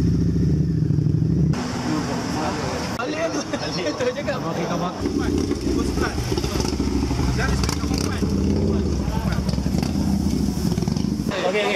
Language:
Malay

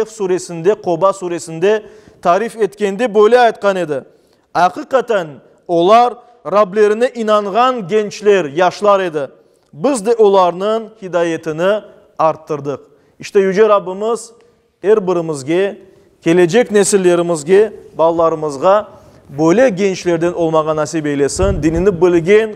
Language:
Crimean Tatar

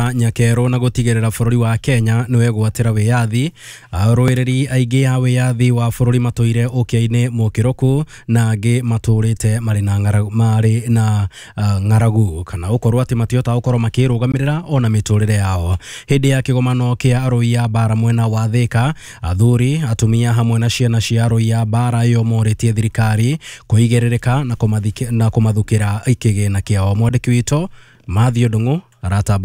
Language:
Kikuyu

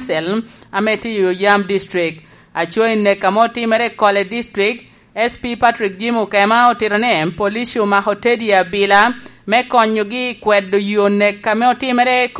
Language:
Lango (Uganda)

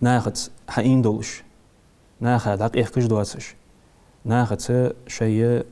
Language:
Ingush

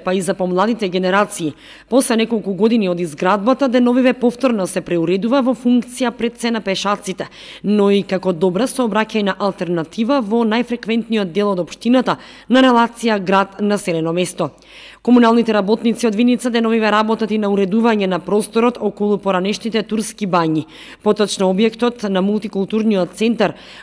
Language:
Macedonian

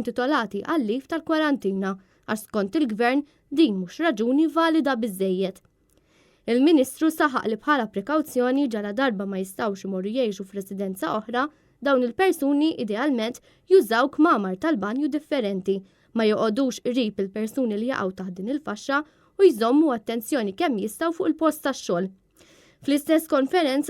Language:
Maltese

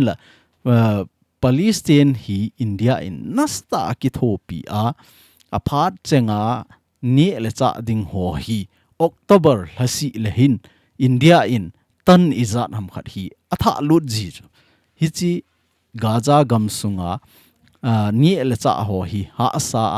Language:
Thado Chin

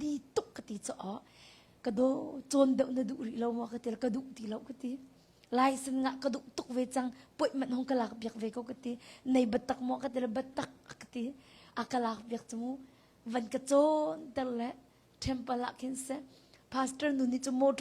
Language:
Hakha Chin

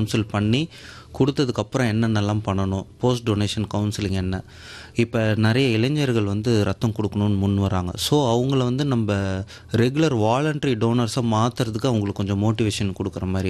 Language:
Tamil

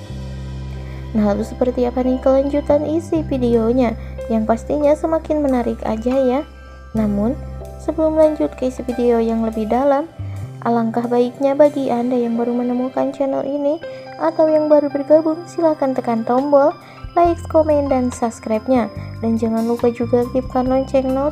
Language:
Indonesian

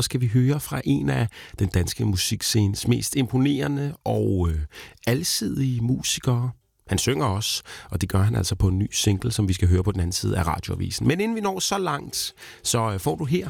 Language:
Danish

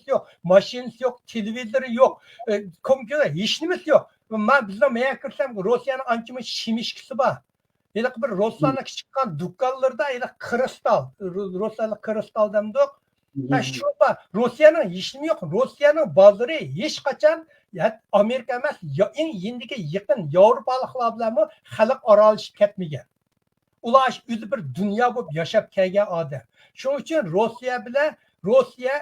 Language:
Uyghur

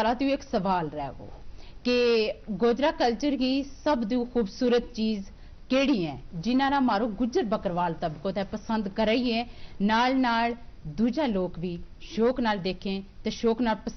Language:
Gujari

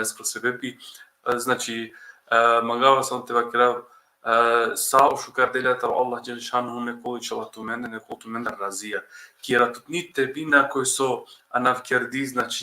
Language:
Balkan Romani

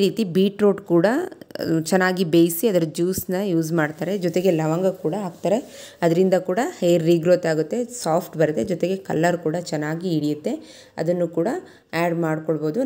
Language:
Kannada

